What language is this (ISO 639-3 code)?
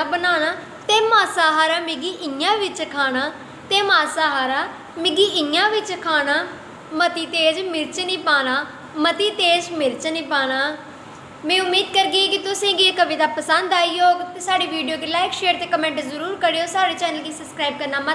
doi